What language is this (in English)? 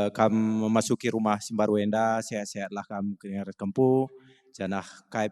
Batak Karo